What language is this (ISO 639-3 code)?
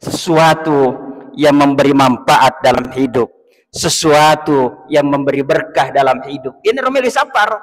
bug